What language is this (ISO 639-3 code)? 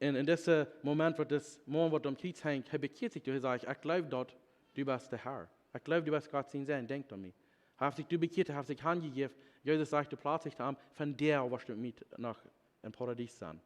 pdt